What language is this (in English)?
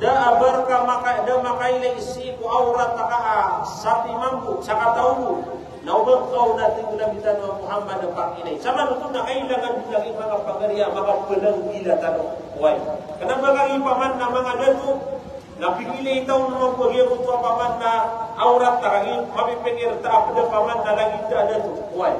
Maranao